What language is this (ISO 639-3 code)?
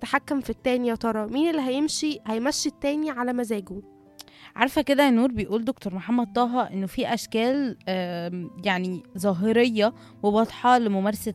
arz